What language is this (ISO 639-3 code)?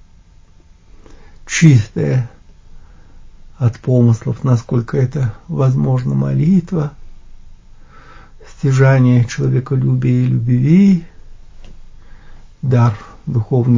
rus